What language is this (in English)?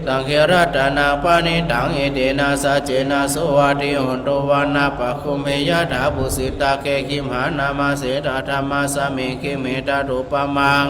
Pali